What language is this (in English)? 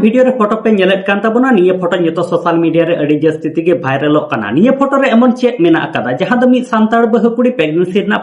Santali